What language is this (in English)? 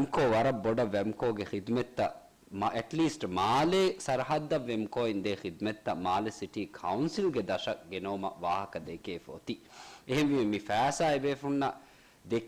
Divehi